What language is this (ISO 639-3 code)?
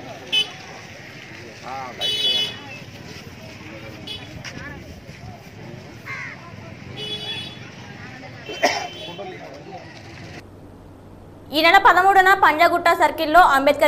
tel